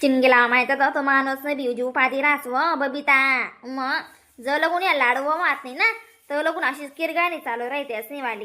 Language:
Khandesi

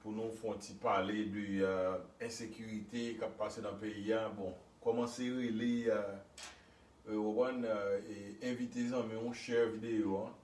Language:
Haitian Creole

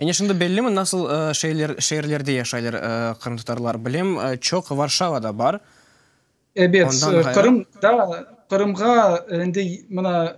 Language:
Crimean Tatar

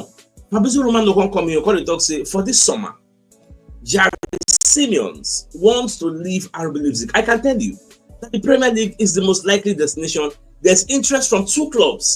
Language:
Nigerian Pidgin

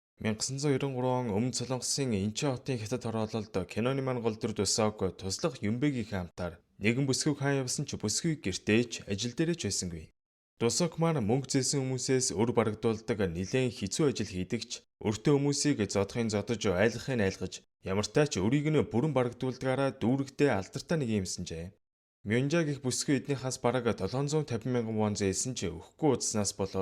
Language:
Mongolian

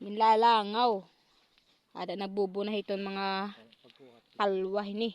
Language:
Waray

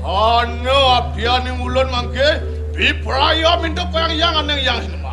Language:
Balinese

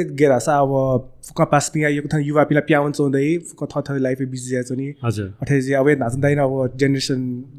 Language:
Newari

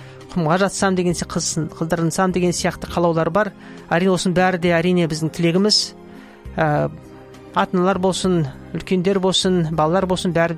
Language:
Kazakh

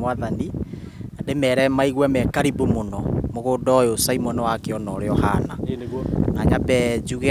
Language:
Kikuyu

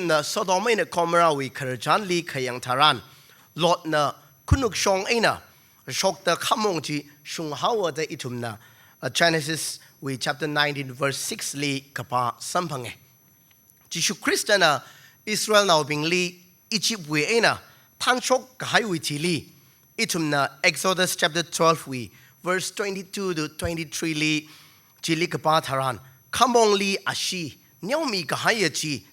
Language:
Tangkhul Naga (India)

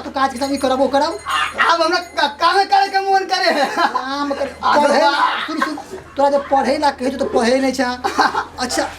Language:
Maithili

